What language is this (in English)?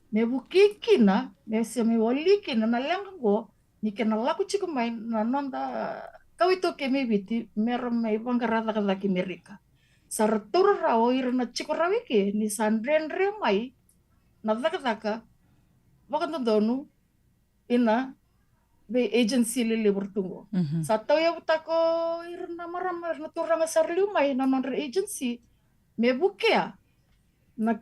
Fijian